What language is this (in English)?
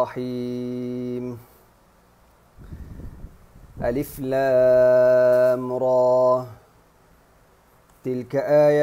Malay